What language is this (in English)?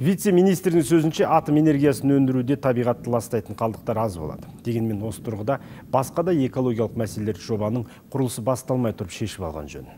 Kazakh